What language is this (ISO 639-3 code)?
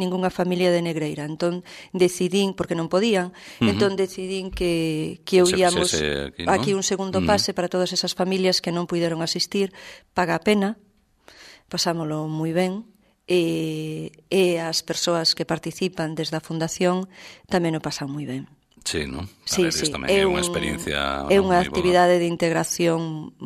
glg